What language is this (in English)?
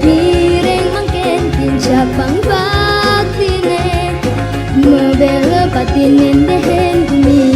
Balinese